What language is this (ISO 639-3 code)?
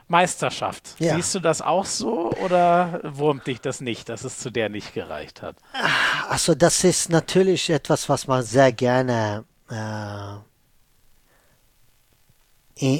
deu